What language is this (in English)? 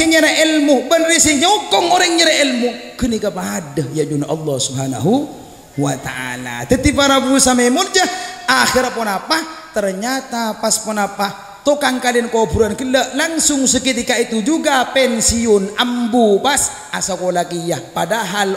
Madurese